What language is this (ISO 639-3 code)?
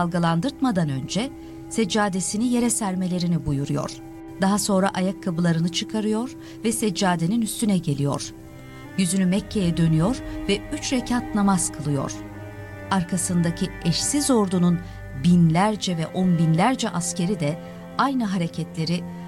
tur